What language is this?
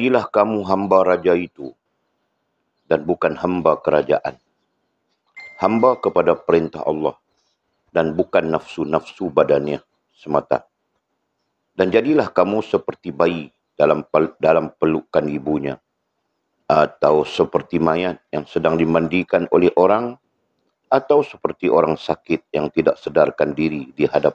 Malay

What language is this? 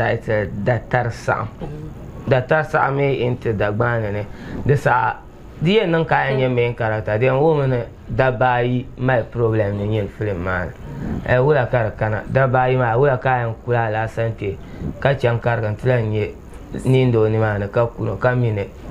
Dagbani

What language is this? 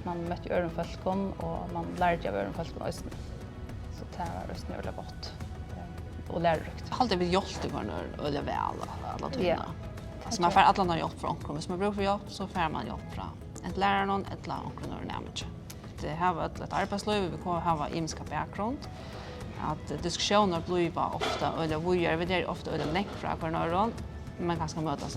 Faroese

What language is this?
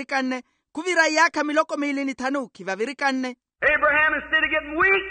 Makhuwa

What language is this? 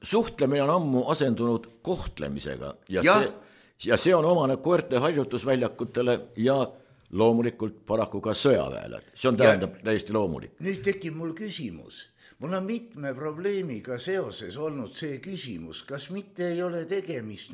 Estonian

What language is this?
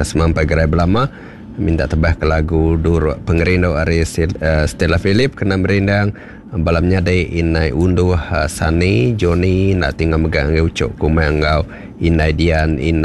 Iban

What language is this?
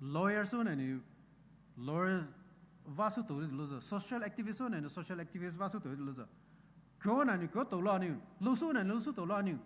Poumei Naga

